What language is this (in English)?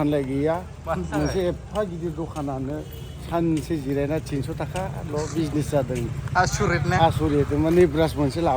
Bodo